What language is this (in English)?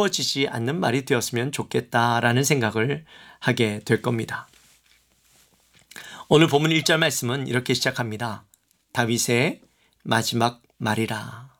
Korean